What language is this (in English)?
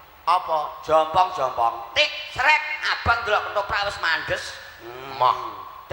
Javanese